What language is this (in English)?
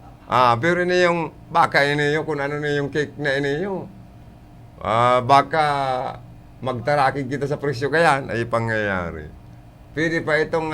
Bikol